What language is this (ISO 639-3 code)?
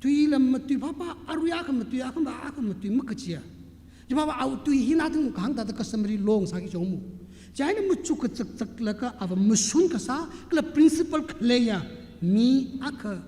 nmf